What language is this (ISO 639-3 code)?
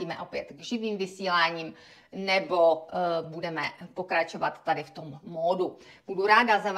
ces